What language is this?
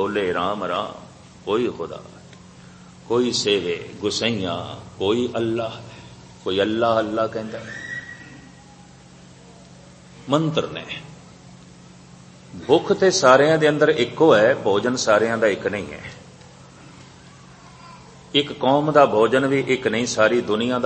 Punjabi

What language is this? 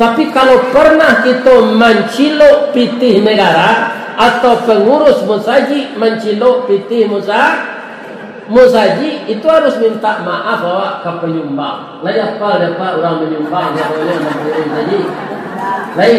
Minangkabau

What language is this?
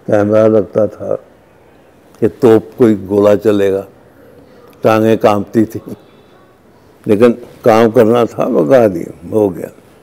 Hindi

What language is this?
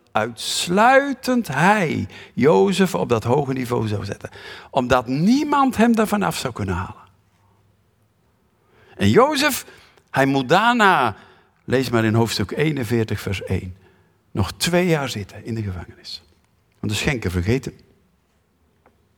Dutch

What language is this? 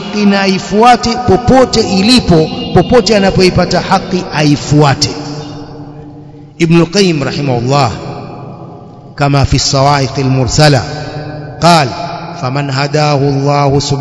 Swahili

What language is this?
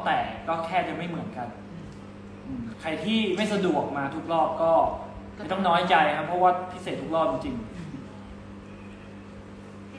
Thai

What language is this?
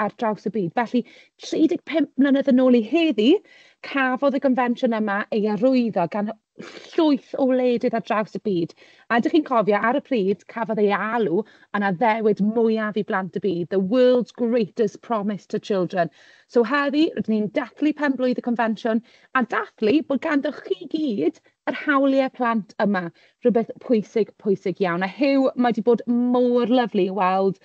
Welsh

